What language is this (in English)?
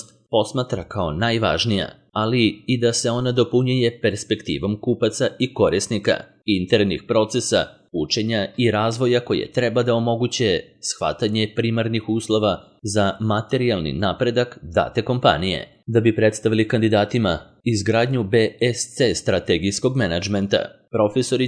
Serbian